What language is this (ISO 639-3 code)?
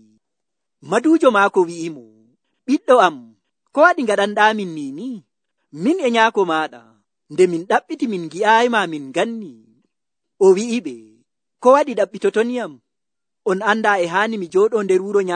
fuv